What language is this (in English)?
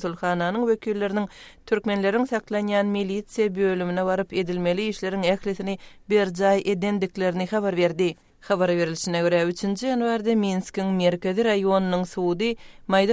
Kyrgyz